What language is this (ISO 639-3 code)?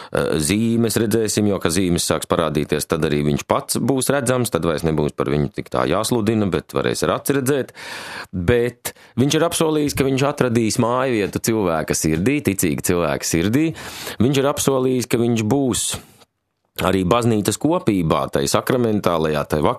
lav